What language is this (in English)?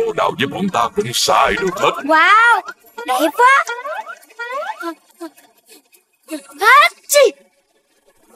Vietnamese